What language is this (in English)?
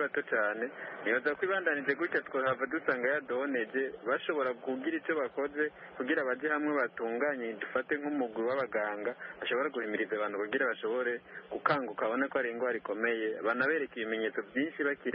Kinyarwanda